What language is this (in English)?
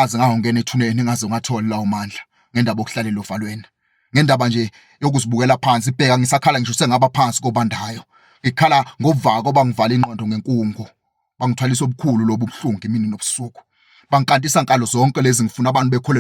Zulu